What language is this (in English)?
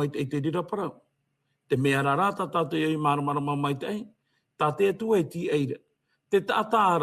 Tahitian